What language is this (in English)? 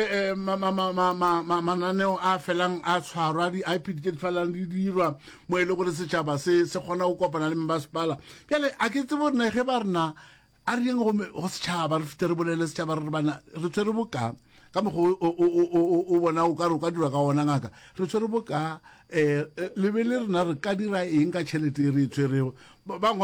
Northern Sotho